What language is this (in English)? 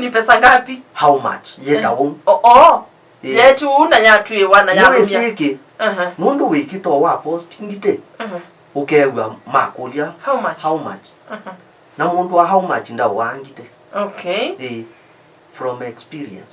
Kamba